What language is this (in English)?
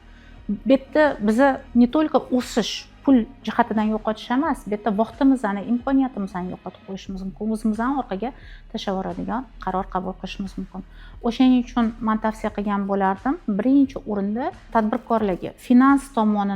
Uzbek